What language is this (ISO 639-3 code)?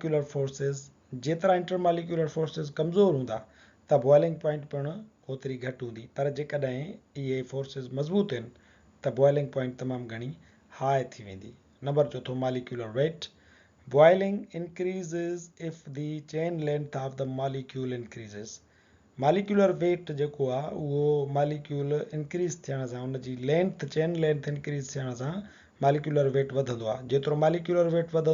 snd